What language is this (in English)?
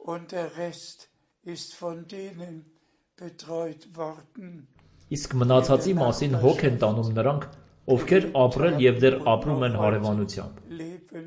Armenian